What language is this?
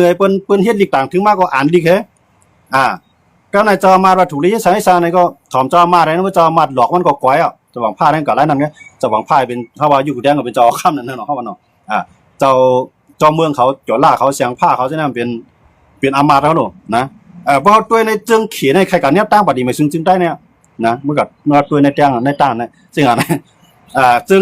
Shan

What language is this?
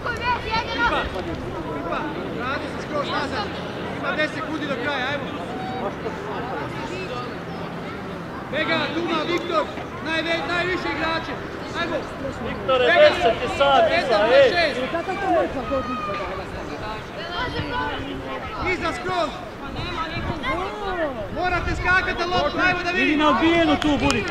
Croatian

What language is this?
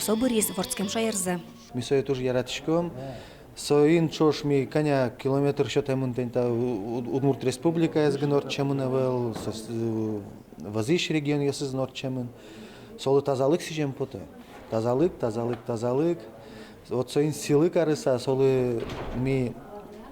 Udmurt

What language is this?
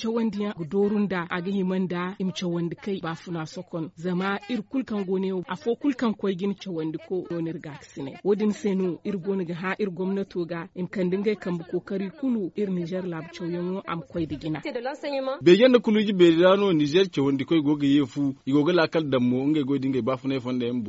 Zarma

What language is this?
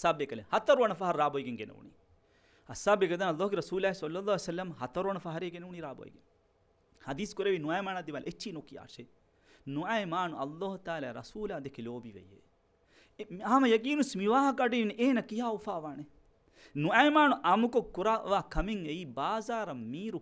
Divehi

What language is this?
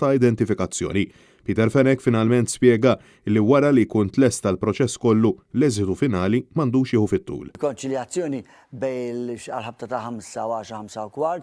Maltese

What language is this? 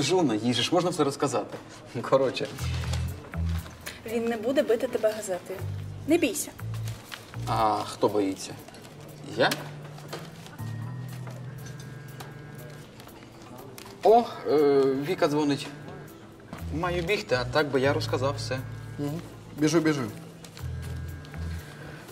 Ukrainian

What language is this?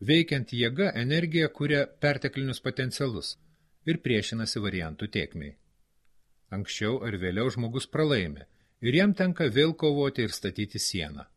Lithuanian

